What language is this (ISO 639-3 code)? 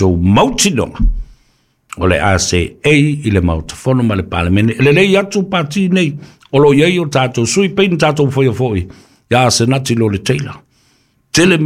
smo